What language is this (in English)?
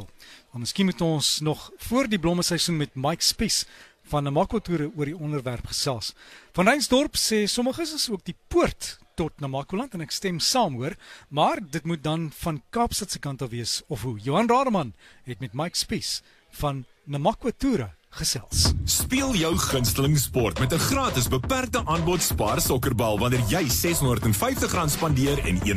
Afrikaans